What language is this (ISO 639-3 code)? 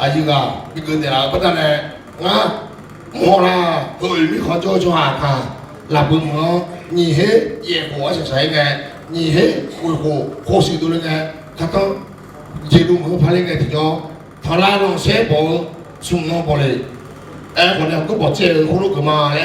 ahk